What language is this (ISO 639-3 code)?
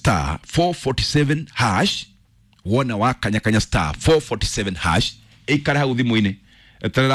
kik